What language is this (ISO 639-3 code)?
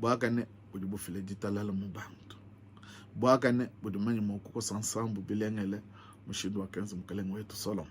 lua